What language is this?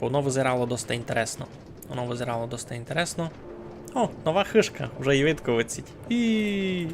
Rusyn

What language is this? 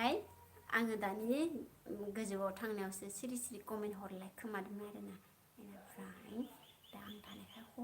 Bodo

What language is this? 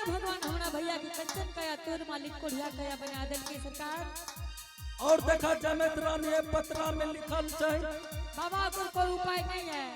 Angika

